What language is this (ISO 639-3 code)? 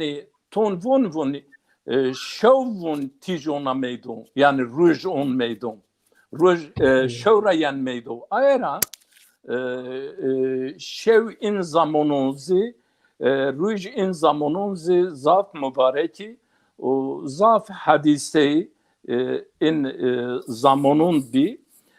zza